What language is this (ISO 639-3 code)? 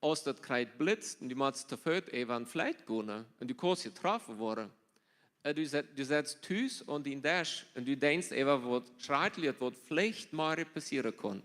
pdt